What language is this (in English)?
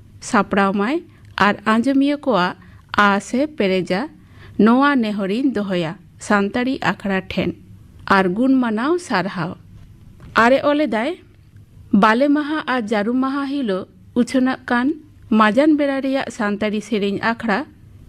Santali